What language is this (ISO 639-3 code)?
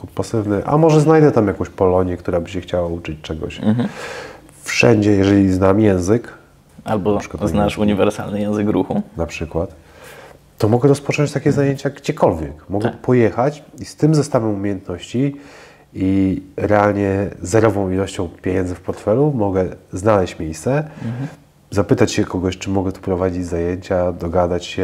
pol